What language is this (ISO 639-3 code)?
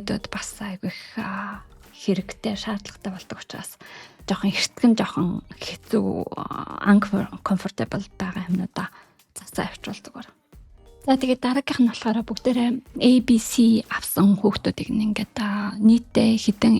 mon